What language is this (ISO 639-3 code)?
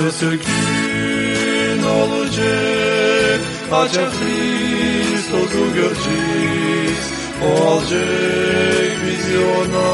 gag